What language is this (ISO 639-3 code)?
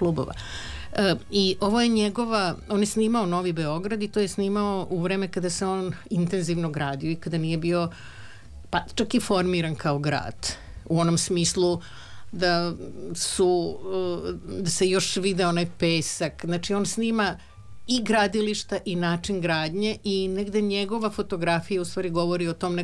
srp